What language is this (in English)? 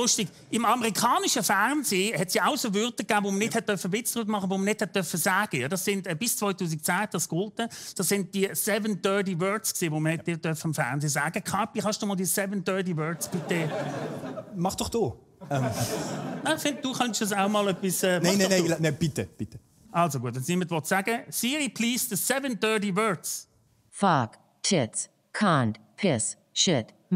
Swiss German